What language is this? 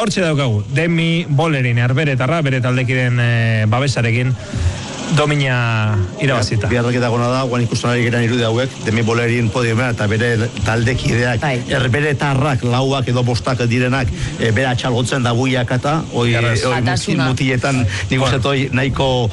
Basque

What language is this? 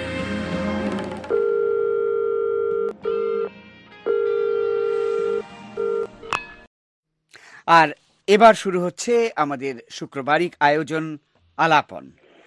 Bangla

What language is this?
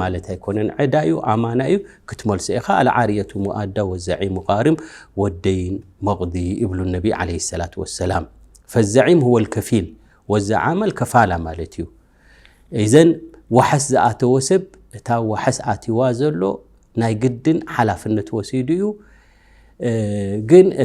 Tigrinya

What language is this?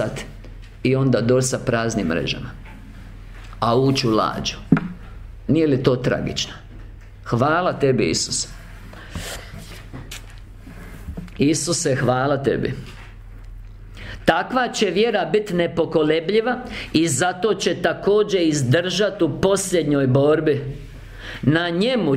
Croatian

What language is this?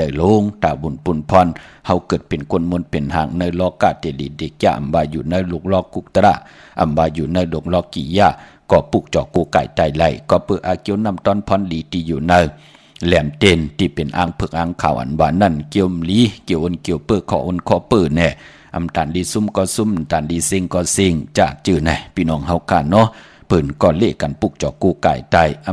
Shan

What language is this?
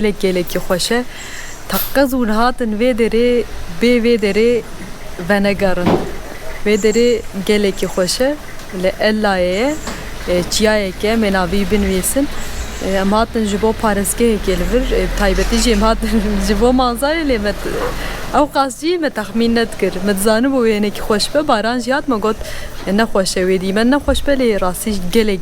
Kurdish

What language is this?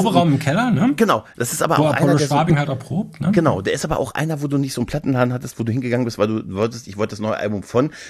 German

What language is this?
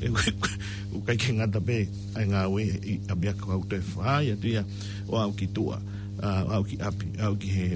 Tongan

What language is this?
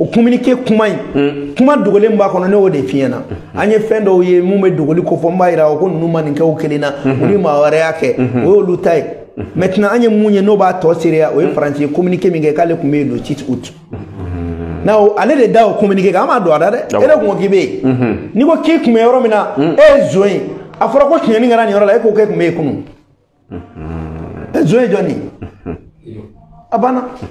Bambara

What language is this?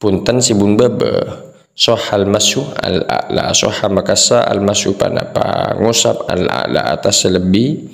Madurese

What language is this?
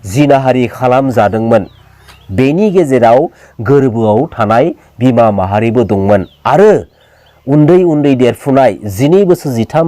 Bodo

